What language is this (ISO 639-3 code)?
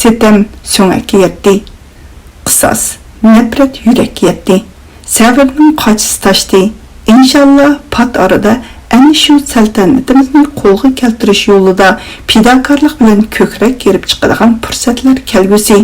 uig